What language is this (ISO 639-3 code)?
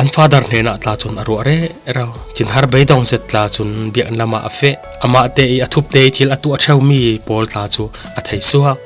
cfm